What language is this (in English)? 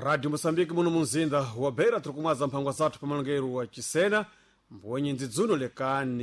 Sena